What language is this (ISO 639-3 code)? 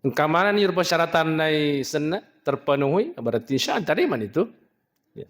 bug